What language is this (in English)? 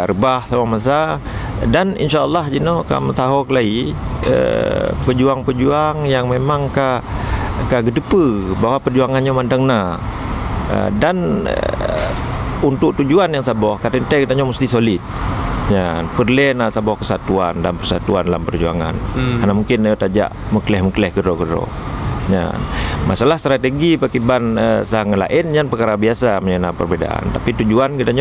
Achinese